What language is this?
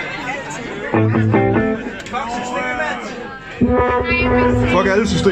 Danish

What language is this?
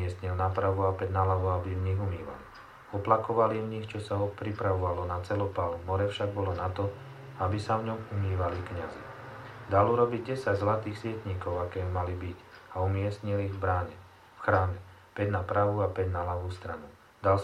Slovak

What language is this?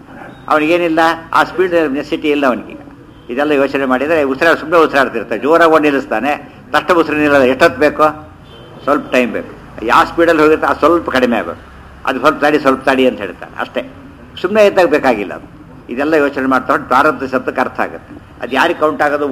Kannada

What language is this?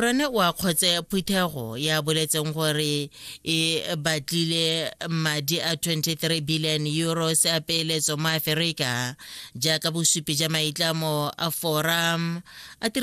Tswana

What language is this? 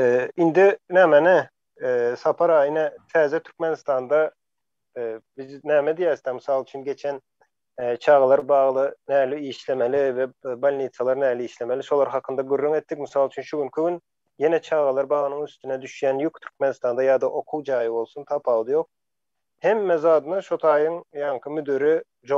Turkmen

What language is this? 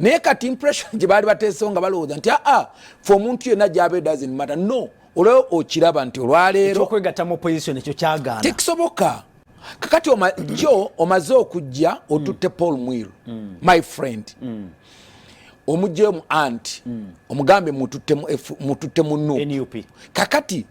Ganda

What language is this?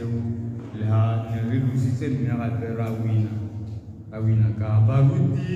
Tswana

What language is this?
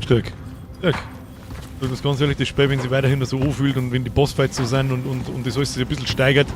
Bavarian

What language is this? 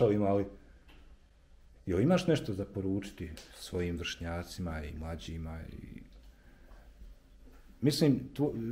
Bosnian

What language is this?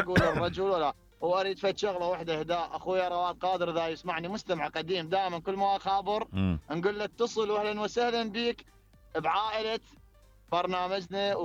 Mesopotamian Arabic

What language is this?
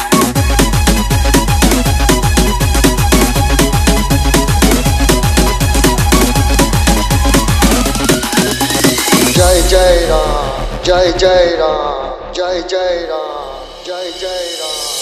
Bangla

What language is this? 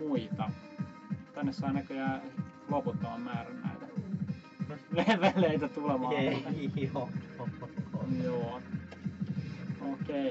Finnish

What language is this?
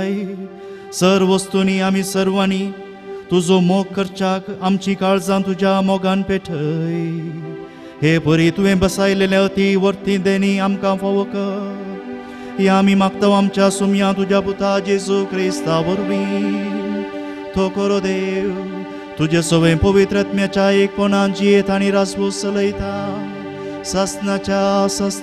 Konkani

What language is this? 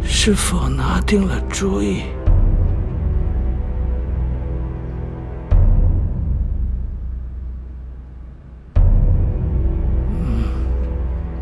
Chinese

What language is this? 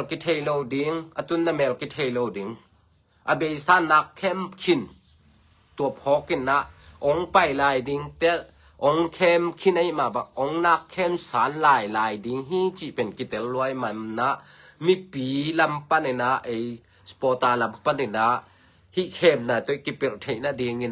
Tedim Chin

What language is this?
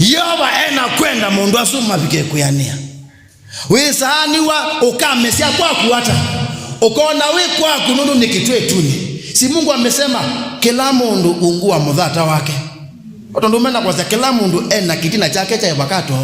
Kamba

